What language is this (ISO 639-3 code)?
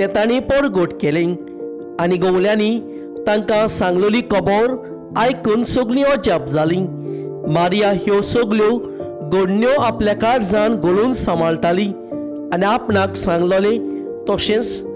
kok